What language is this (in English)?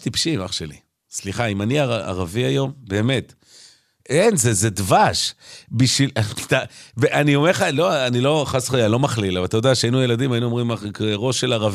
Hebrew